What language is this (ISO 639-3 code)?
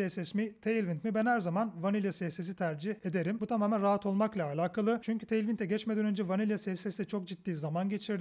tur